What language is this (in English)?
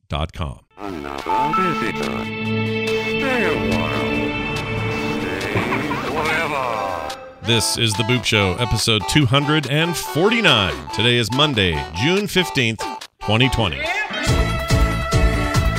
English